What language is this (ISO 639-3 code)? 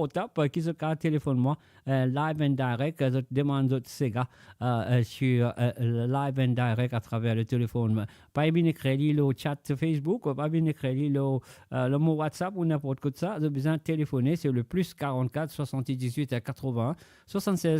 mfe